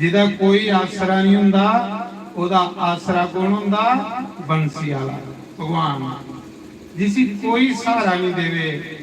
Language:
Dogri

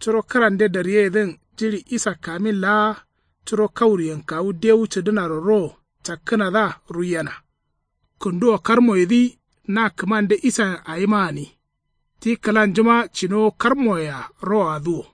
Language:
Kanuri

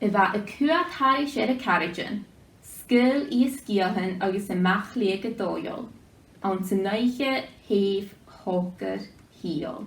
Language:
Scottish Gaelic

